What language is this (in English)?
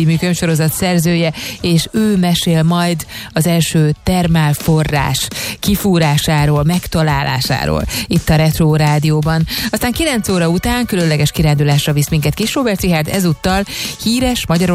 Hungarian